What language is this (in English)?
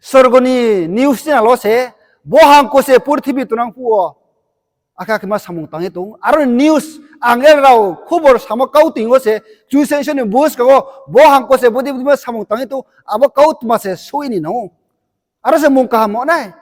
Riang (India)